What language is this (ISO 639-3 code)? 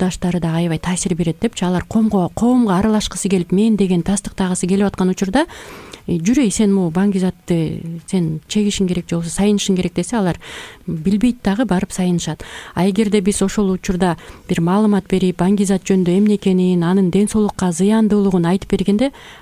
kir